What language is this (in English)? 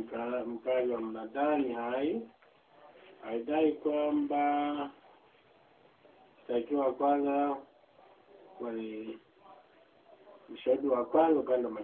Swahili